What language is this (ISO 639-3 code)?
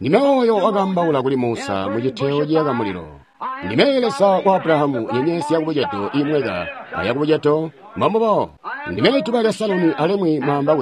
toi